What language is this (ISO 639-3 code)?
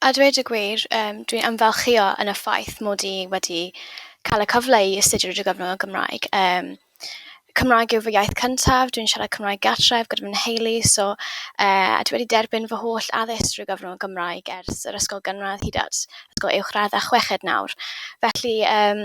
cym